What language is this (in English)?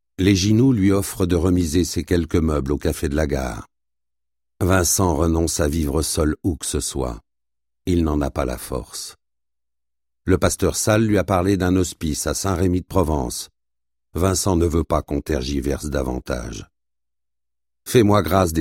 French